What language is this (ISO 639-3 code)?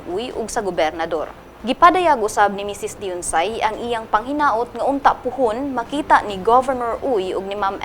ceb